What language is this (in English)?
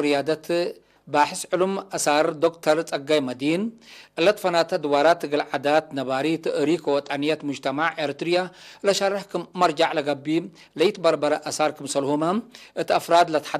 Tigre